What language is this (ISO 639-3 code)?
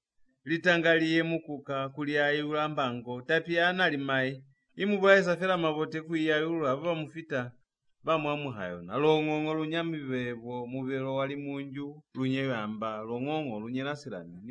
loz